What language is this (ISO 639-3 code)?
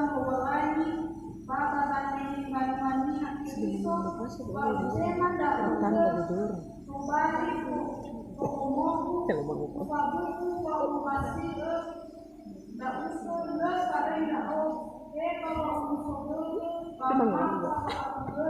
nia